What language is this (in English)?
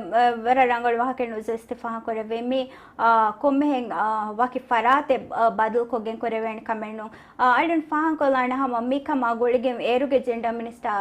Divehi